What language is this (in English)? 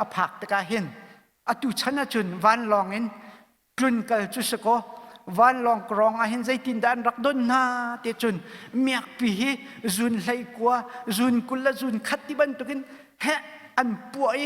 Hakha Chin